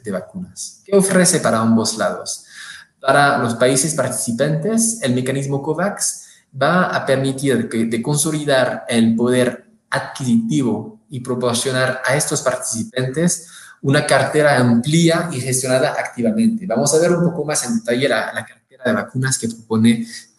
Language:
Spanish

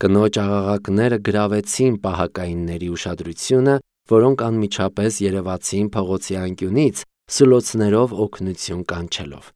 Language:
Armenian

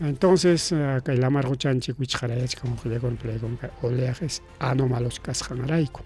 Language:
Ayacucho Quechua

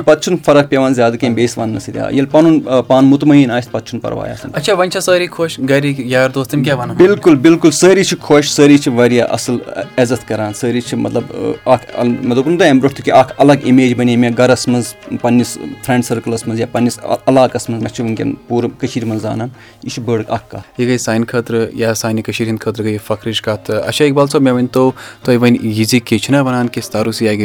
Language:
Kashmiri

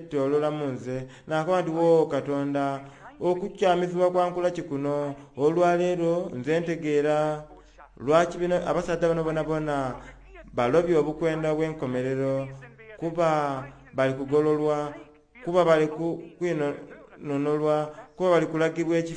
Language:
Soga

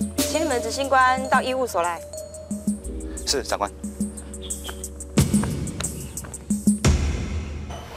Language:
Min Nan Chinese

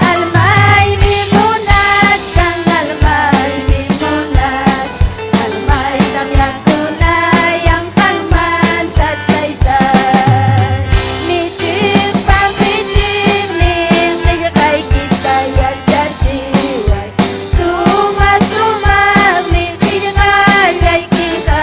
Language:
Ayacucho Quechua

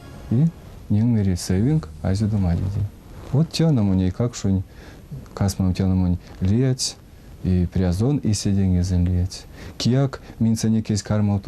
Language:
Erzya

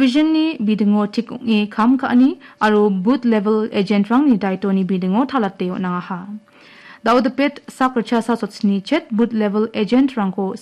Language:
Garo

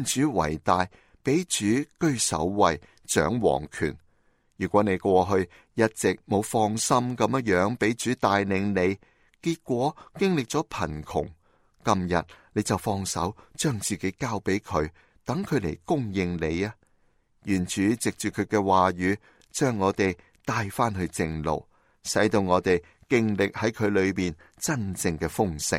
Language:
Cantonese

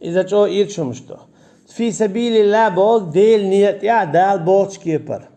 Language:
Chechen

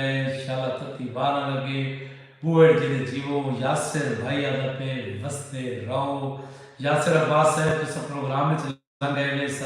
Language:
Saraiki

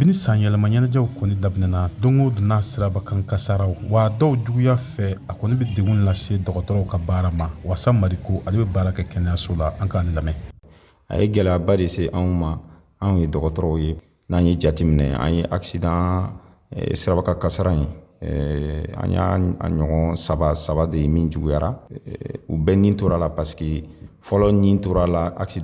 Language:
Bambara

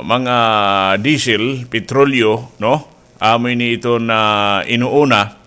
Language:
Waray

